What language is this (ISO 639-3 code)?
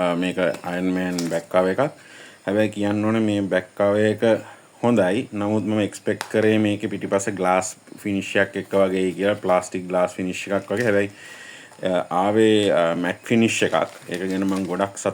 sin